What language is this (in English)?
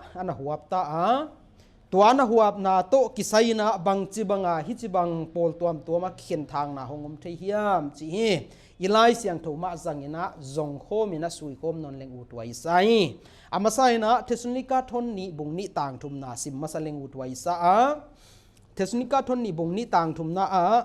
Paite Chin